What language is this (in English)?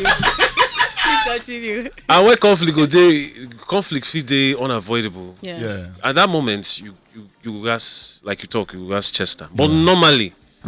Nigerian Pidgin